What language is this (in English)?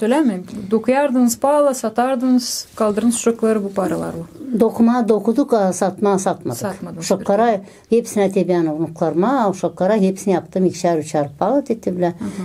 Gagauz